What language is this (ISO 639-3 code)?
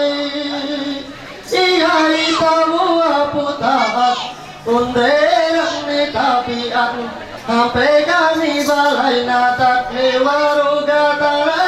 mhy